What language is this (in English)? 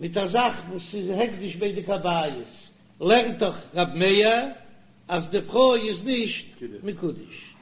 Yiddish